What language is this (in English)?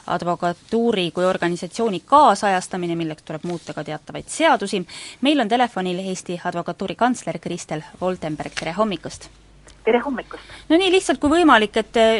Estonian